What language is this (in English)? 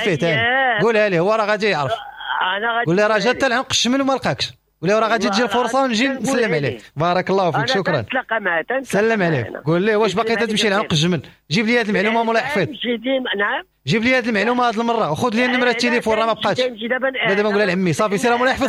Moroccan Arabic